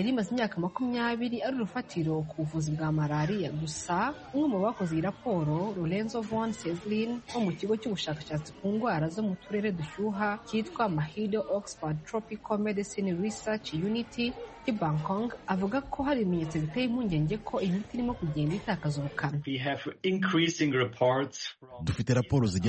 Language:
Kinyarwanda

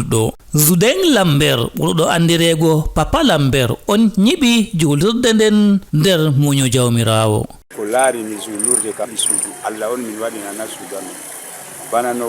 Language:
Fula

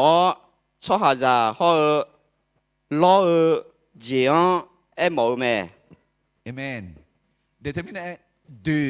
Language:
Akha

